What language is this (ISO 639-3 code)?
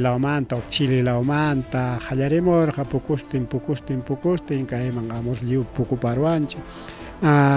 quy